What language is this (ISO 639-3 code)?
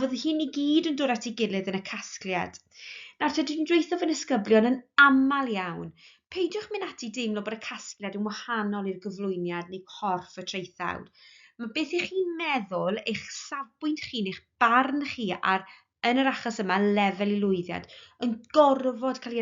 cym